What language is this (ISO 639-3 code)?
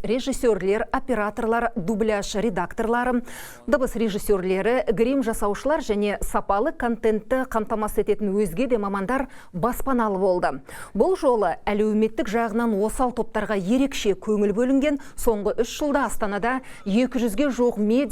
kaz